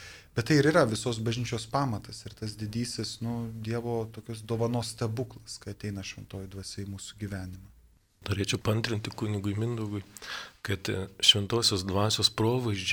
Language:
Lithuanian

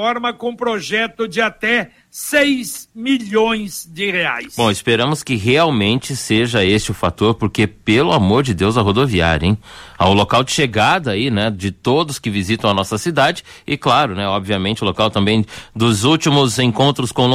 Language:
Portuguese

